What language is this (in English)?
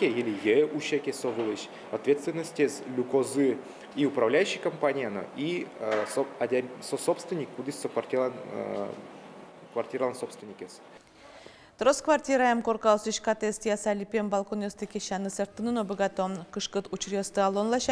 Udmurt